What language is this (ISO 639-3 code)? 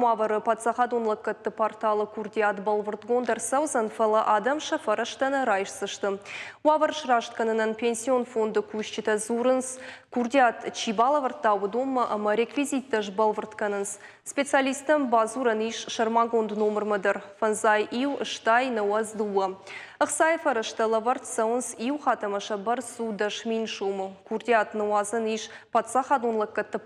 oss